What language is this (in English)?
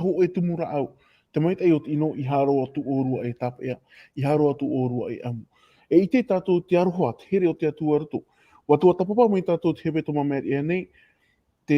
Tahitian